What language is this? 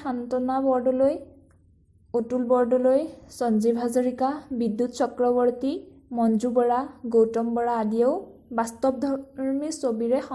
Assamese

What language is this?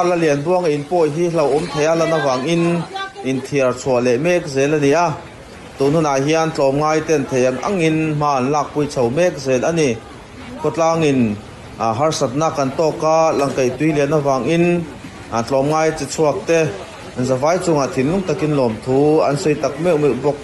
Mizo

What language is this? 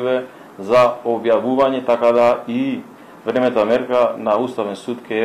Macedonian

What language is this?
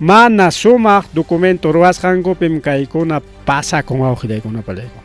Ayacucho Quechua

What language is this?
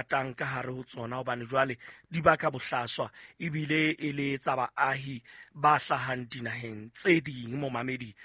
Southern Sotho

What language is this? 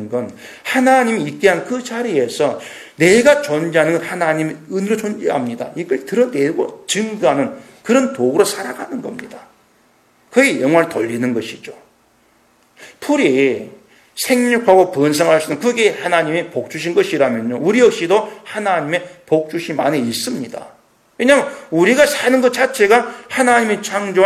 Korean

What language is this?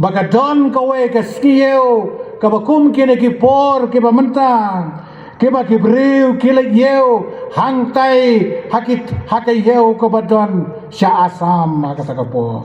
Khasi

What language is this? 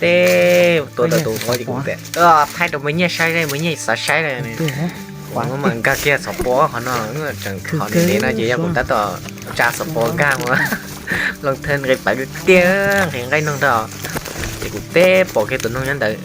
Hmong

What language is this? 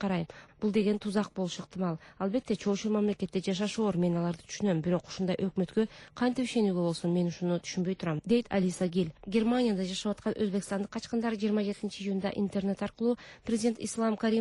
Kyrgyz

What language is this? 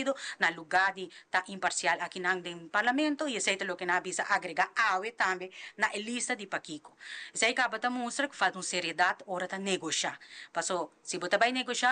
Papiamento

